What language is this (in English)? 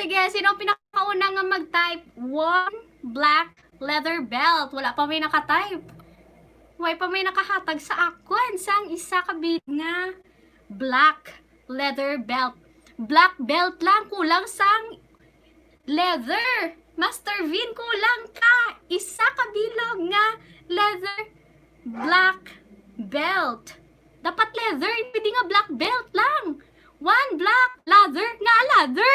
Hiligaynon